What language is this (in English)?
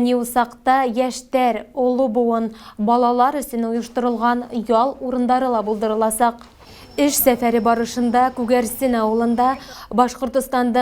Bashkir